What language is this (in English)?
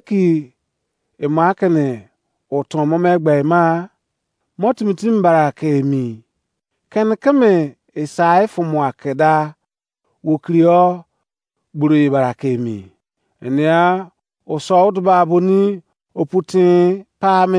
Izon